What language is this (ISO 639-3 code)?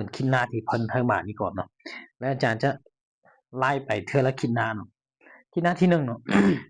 lao